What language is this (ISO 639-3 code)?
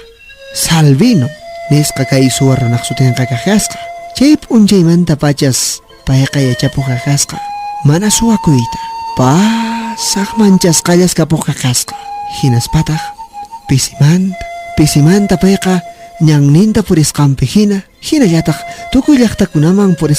que